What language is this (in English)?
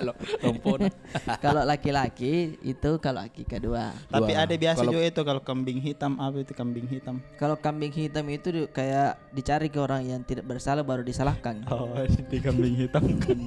Makassar Malay